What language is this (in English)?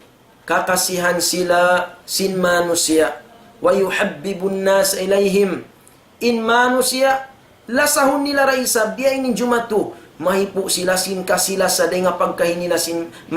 Tausug